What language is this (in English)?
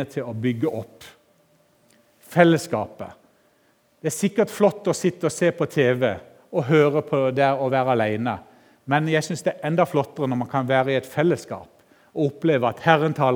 Norwegian